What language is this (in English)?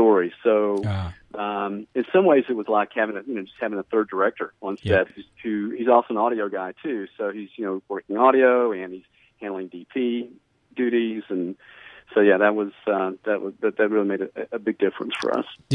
English